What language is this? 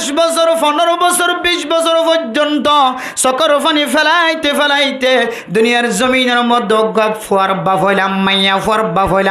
Rohingya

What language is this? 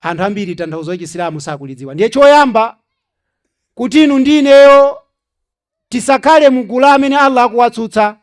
Nyanja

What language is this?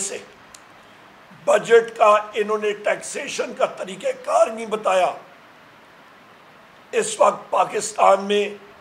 Urdu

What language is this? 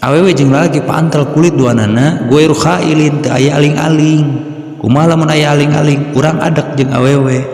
Sundanese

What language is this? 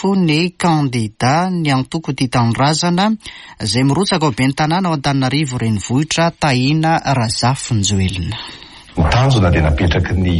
Malagasy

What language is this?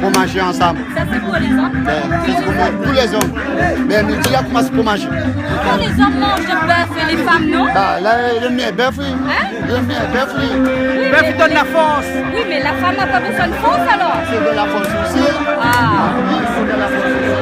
Réunion Creole French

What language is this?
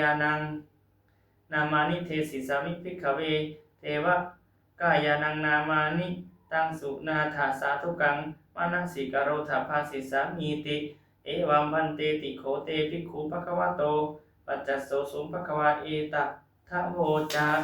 Pali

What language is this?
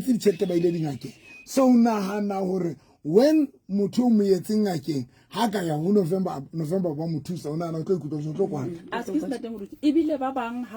Southern Sotho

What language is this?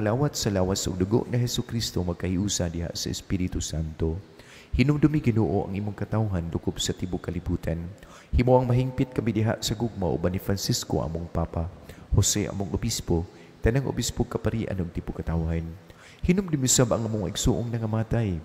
Cebuano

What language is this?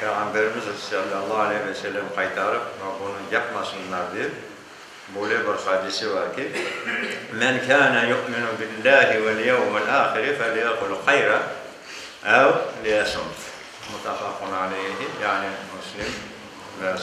Crimean Tatar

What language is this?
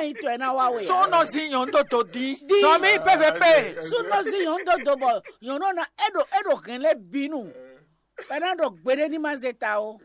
Fon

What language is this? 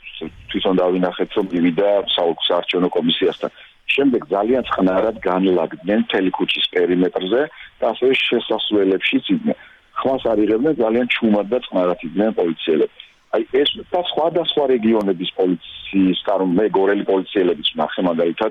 Georgian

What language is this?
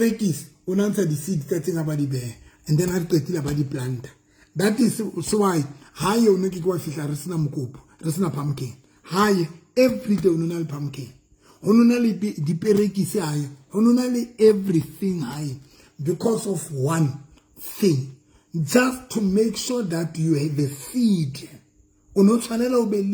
Southern Sotho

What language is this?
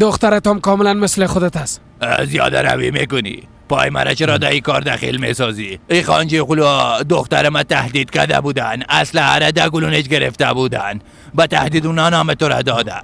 Persian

